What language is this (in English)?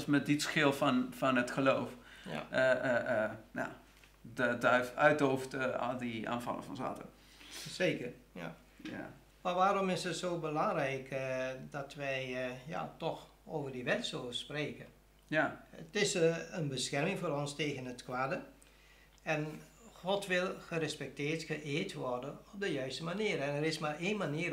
Dutch